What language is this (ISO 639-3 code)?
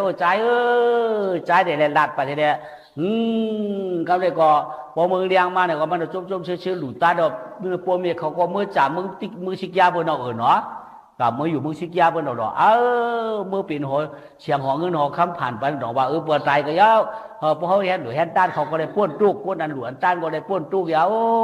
shn